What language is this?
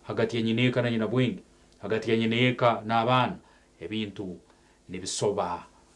Nyankole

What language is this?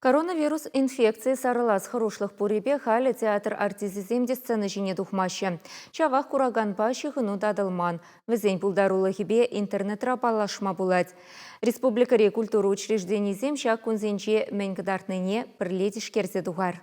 Chuvash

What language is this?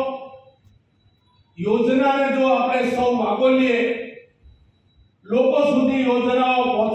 Gujarati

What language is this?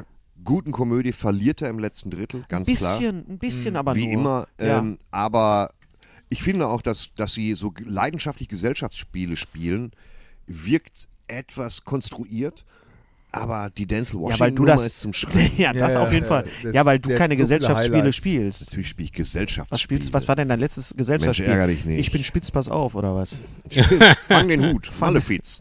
German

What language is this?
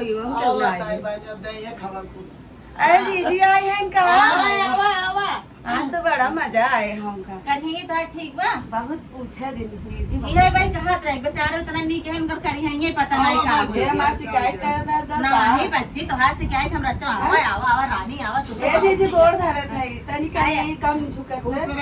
Awadhi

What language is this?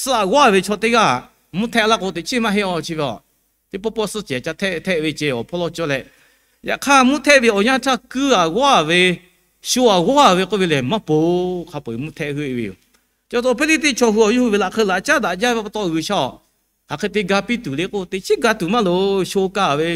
Lahu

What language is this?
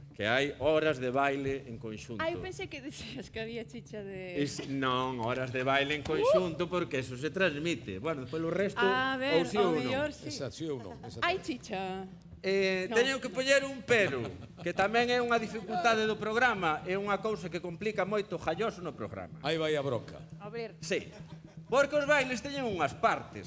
Galician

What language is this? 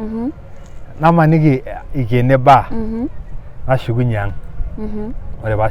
Masai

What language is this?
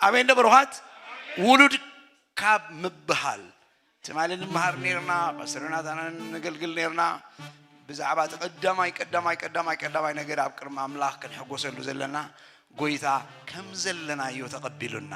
Tigrinya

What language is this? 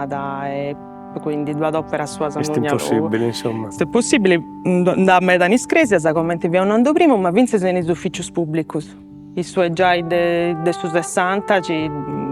Sardinian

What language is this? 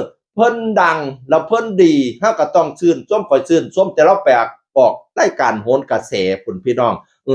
Northeastern Thai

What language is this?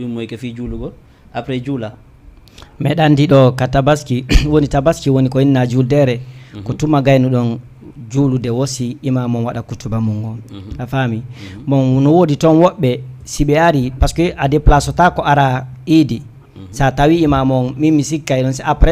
Fula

